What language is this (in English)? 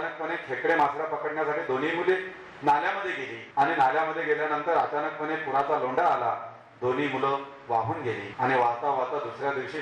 Marathi